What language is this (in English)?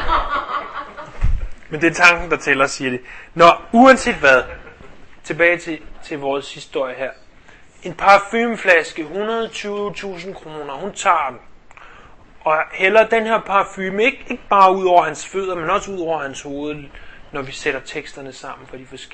Danish